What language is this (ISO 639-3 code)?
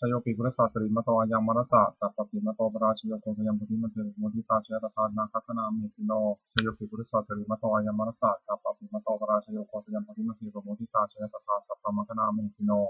pli